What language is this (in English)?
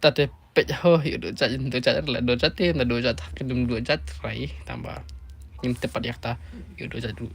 Khasi